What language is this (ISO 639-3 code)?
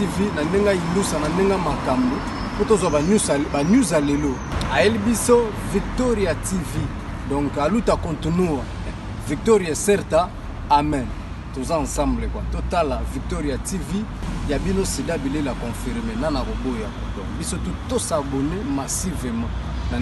lin